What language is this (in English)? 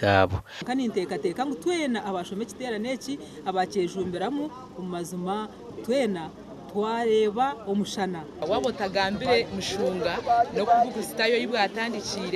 Nyankole